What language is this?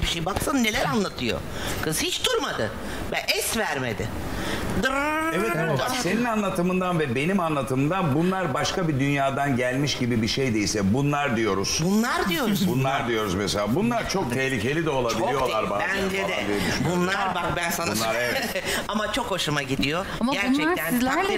Turkish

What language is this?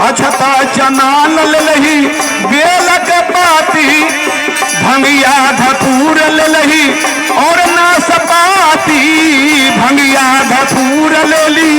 Magahi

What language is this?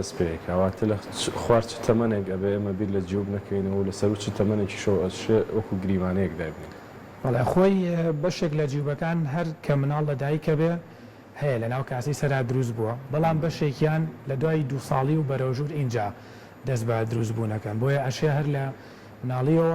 Central Kurdish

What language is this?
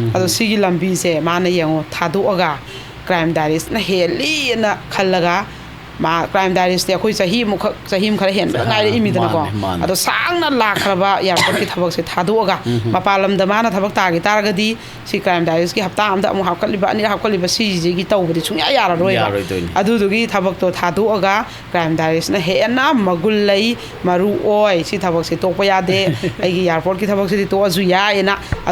Manipuri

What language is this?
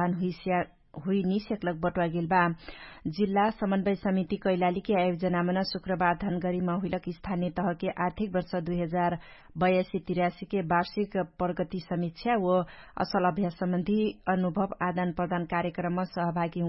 Dangaura Tharu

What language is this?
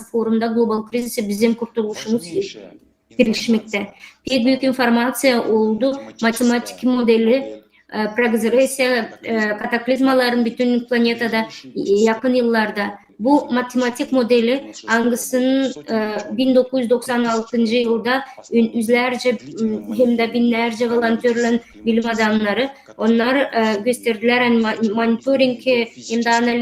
Gagauz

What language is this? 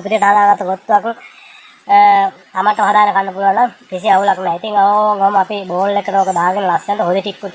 Sinhala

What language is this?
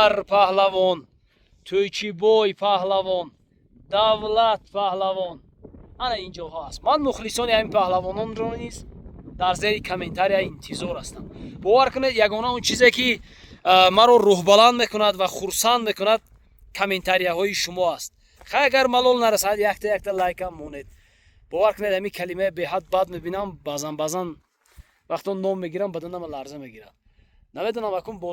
Tajik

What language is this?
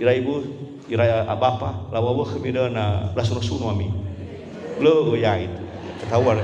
Nias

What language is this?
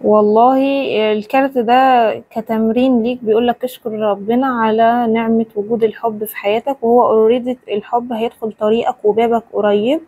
Egyptian Arabic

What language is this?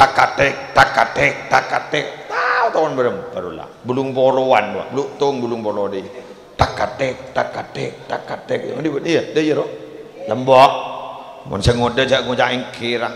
Madurese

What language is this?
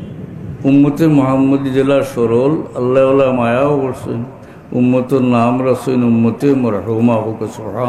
Sylheti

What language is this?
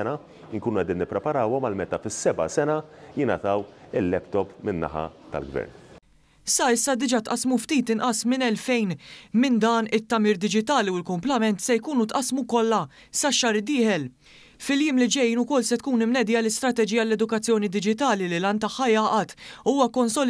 Maltese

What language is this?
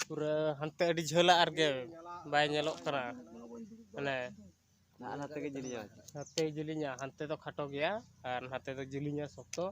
Santali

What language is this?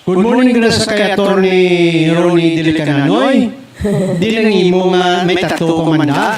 Hiligaynon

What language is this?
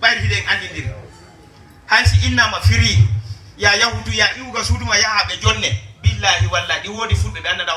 Fula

